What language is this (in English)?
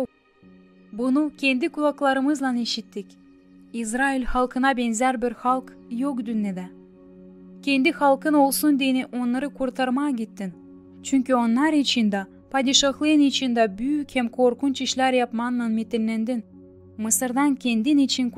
Gagauz